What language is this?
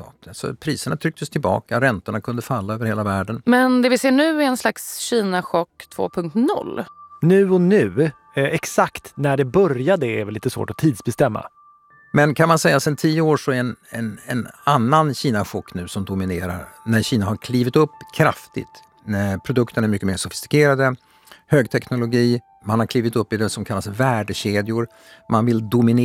Swedish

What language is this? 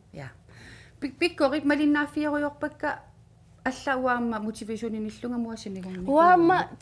Kalaallisut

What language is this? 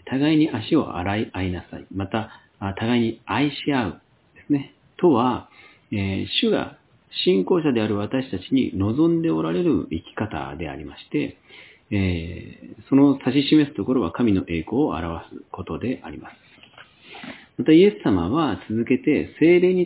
Japanese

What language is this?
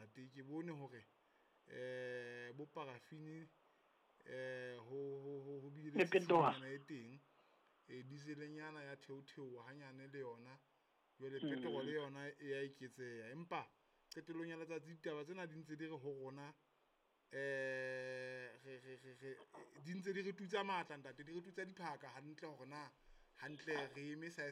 Southern Sotho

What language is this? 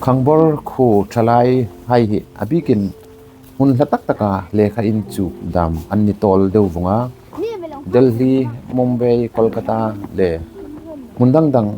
Hmar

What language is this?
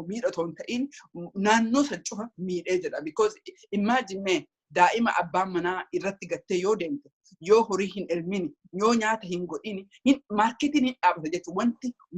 Oromo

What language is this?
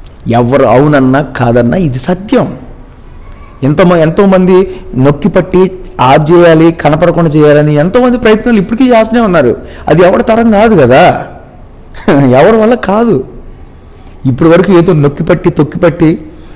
Telugu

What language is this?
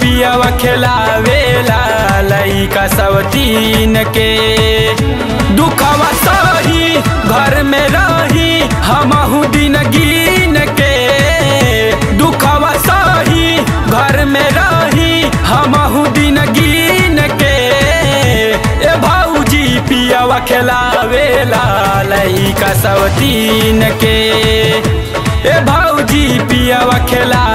Bhojpuri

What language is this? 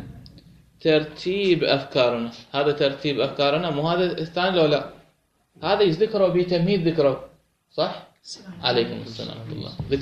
Mesopotamian Arabic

